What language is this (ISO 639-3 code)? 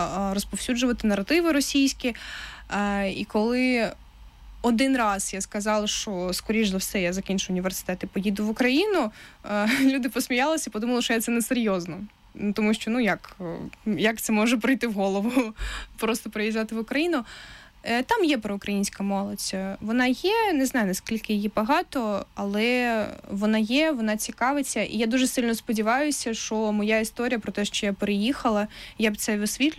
ukr